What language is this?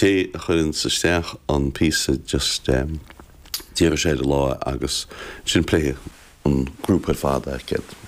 Irish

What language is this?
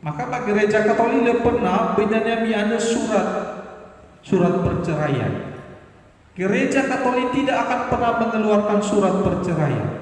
Nias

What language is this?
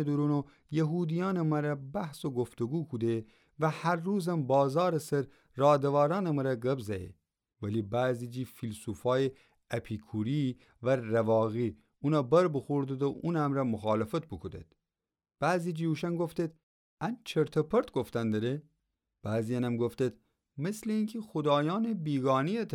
Gilaki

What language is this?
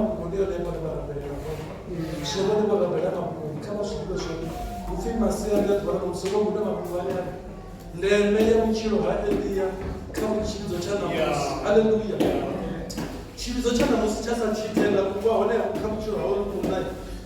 Venda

